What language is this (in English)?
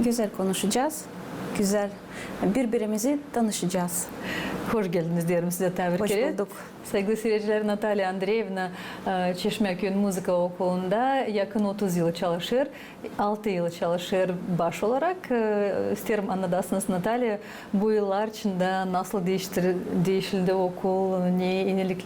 Gagauz